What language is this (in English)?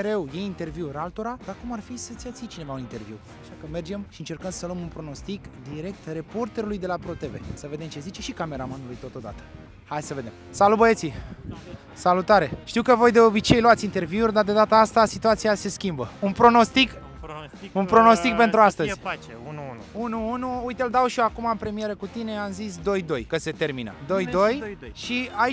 Romanian